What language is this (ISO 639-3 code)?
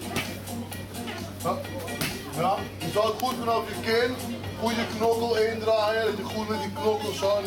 nld